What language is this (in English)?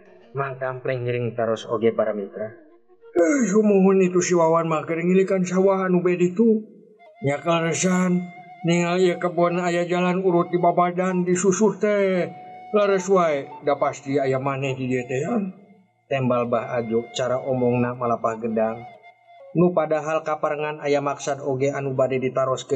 Sundanese